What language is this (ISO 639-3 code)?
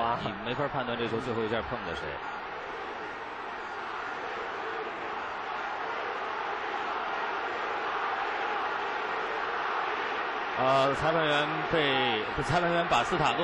zho